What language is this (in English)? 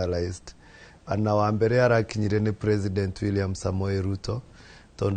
Kikuyu